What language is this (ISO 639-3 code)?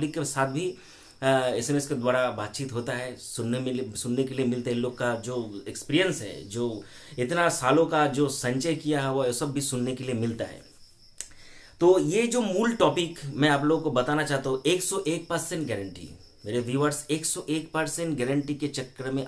hin